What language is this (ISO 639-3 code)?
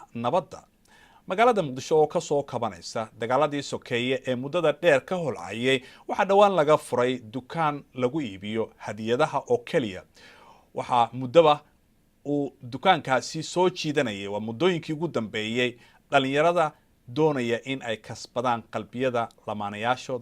som